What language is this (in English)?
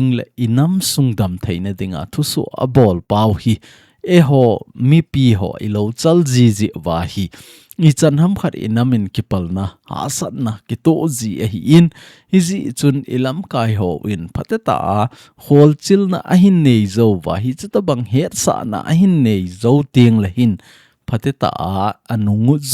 Thado Chin